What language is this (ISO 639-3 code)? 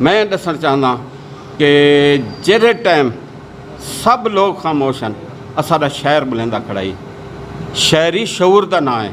skr